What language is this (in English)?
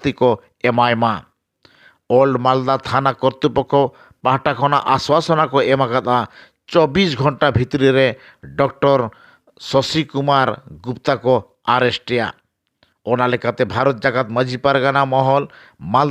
Santali